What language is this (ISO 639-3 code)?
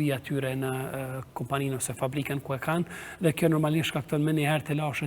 sqi